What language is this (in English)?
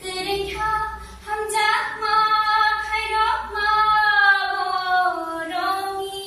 Kok Borok